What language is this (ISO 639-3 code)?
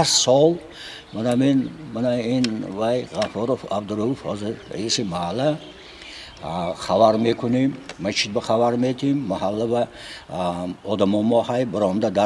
tgk